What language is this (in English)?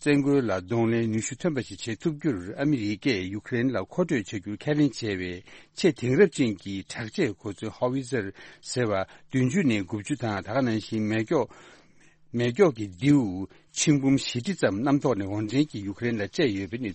Tibetan